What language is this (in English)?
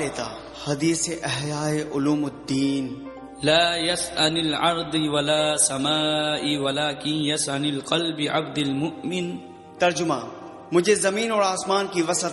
Urdu